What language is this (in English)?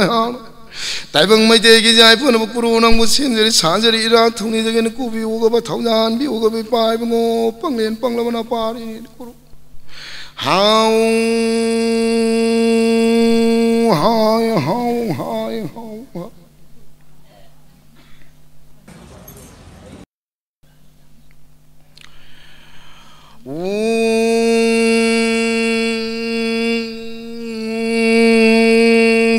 Manipuri